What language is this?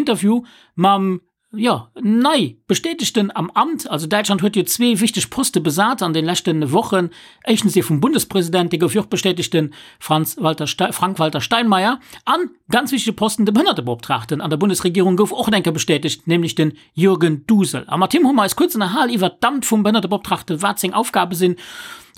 Luxembourgish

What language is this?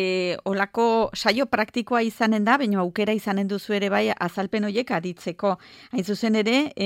Basque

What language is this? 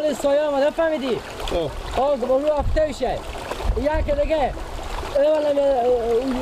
Persian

